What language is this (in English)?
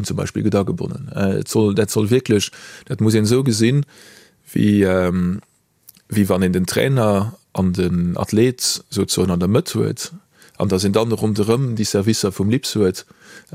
Luxembourgish